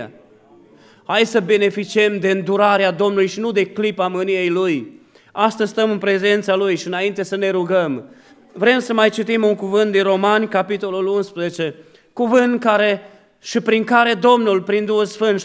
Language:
Romanian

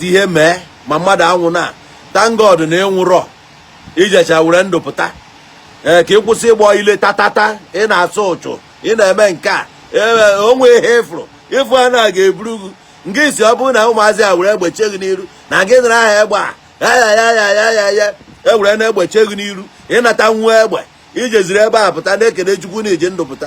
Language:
Igbo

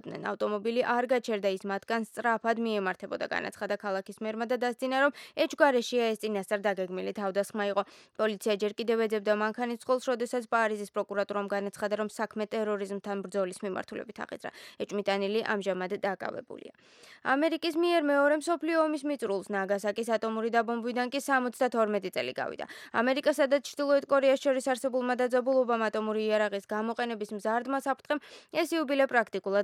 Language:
Georgian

